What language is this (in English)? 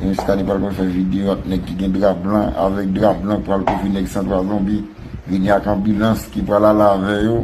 Haitian Creole